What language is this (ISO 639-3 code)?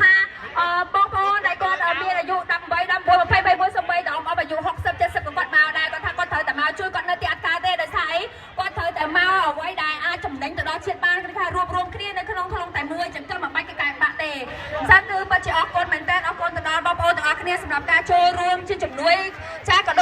khm